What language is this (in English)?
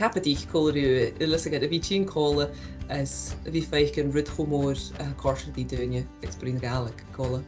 Scottish Gaelic